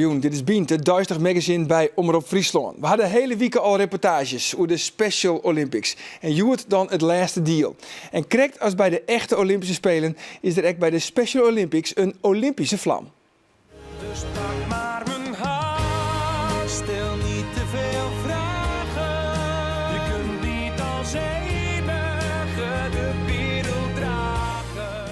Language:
Western Frisian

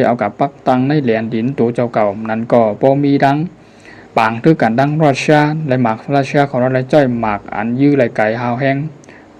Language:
Shan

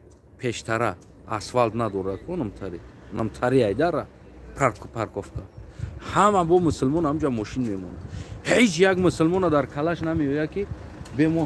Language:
Tajik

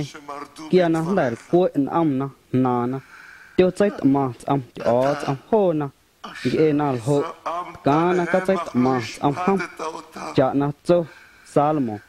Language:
Guerrero Amuzgo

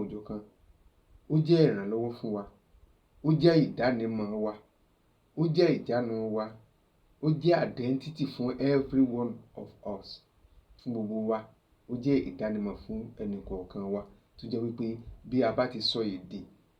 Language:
Yoruba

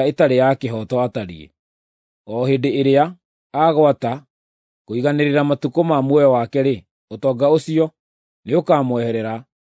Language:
Kikuyu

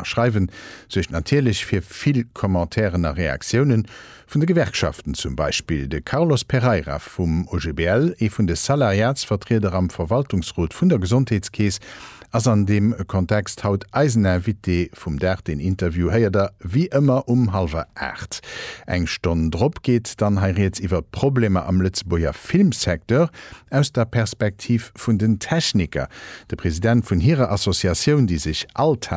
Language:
Luxembourgish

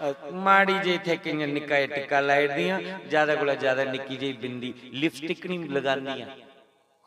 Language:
Dogri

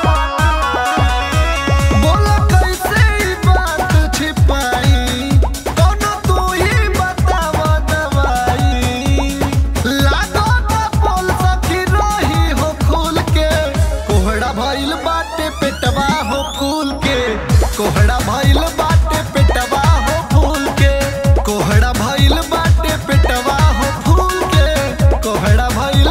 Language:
Bhojpuri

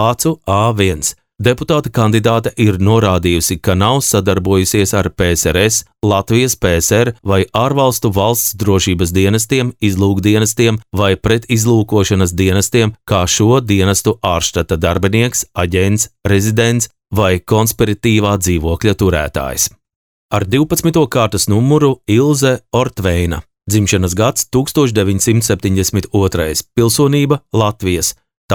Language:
Latvian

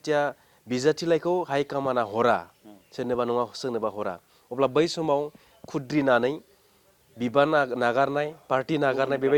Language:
Bodo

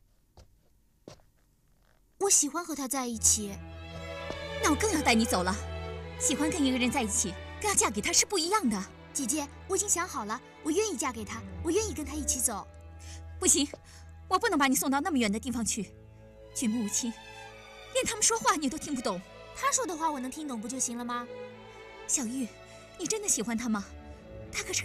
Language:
Chinese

